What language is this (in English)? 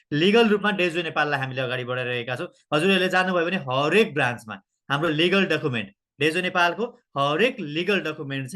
Nepali